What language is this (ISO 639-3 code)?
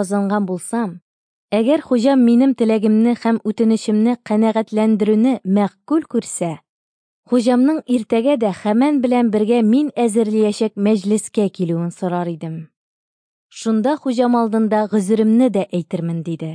tat